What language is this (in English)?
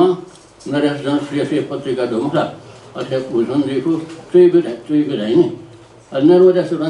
Newari